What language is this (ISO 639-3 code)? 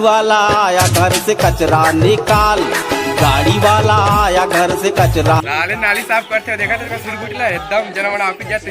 hne